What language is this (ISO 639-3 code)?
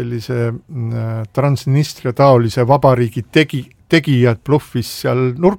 est